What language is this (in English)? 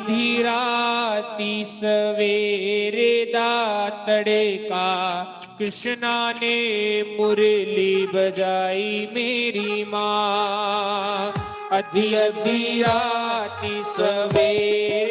Dogri